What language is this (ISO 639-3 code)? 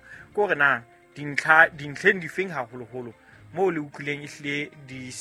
sot